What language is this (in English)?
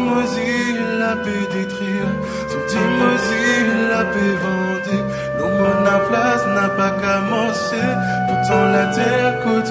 Morisyen